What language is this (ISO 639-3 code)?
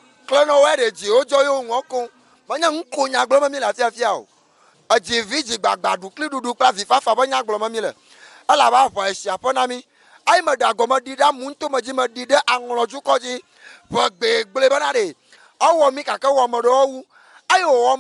ewe